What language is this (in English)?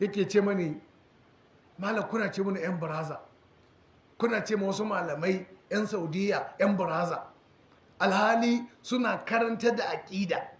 Hausa